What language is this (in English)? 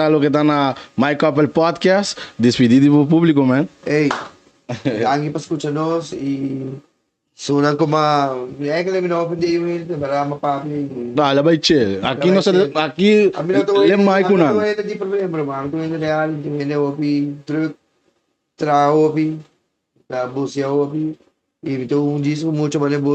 Papiamento